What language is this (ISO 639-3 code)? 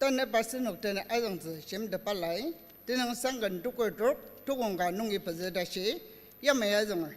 njo